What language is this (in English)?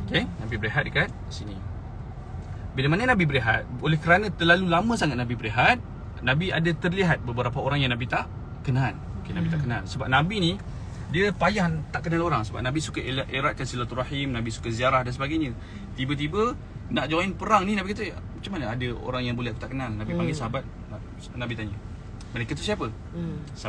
Malay